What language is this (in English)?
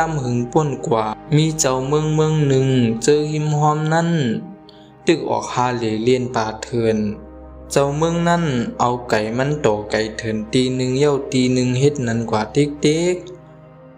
Shan